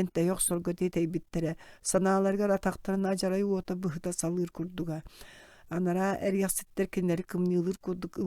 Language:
Yakut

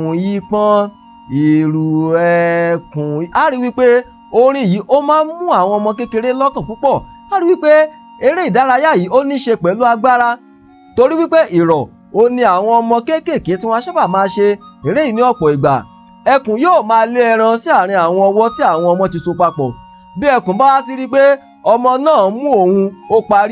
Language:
Yoruba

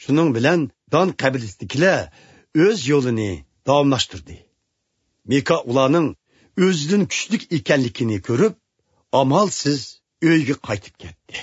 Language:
Uyghur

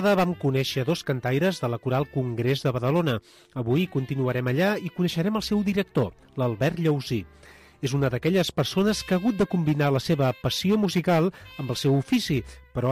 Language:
Catalan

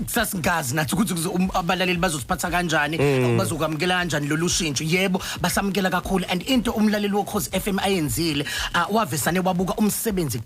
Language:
Zulu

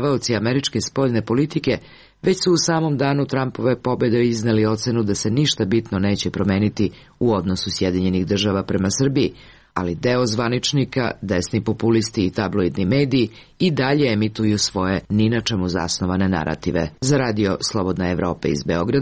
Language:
Serbian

